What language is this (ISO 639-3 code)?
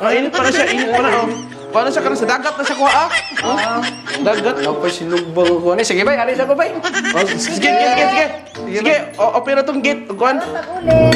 ceb